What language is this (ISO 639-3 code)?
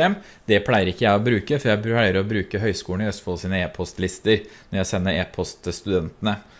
nor